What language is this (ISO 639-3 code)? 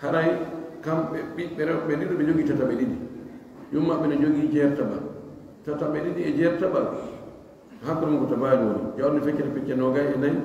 fuf